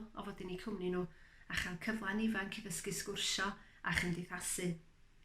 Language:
Welsh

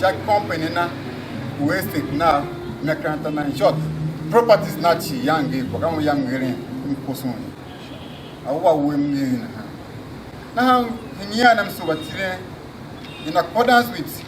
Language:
Tiv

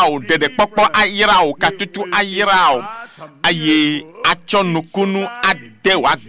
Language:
Ewe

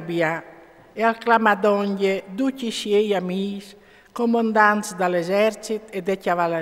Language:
Friulian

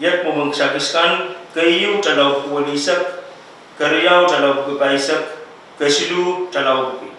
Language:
Pohnpeian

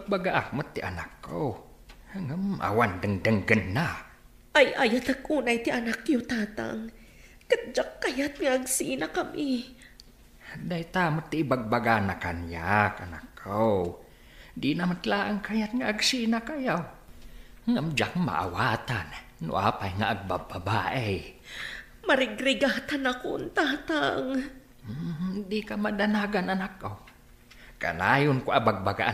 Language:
Iloko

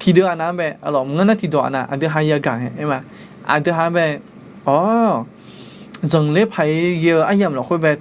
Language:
Akha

